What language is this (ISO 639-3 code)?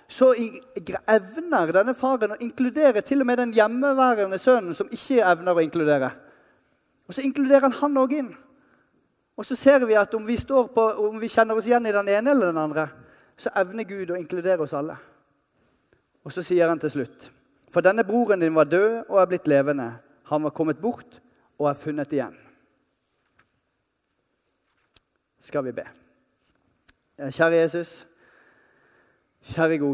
nor